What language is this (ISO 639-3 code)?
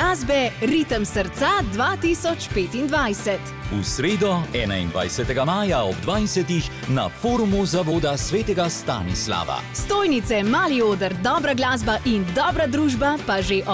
slv